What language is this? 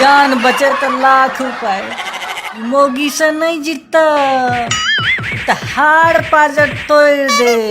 Maithili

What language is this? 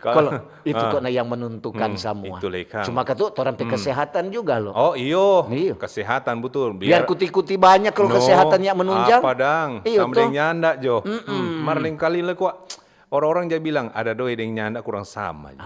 Manado Malay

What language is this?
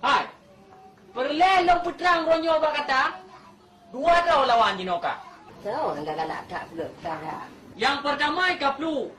Achinese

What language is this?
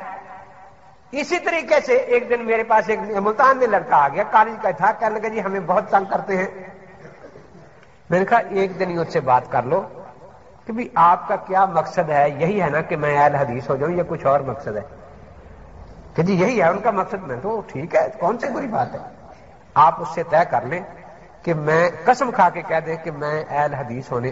Urdu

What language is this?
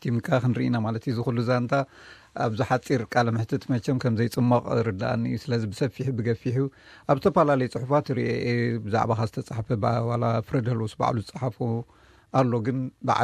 Tigrinya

